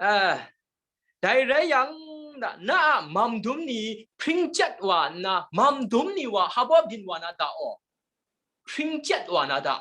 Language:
Kachin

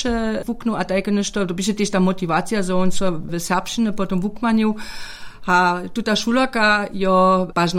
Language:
Upper Sorbian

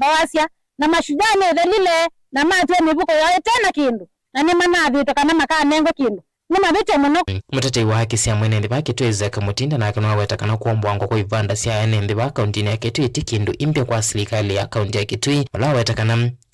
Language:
Kamba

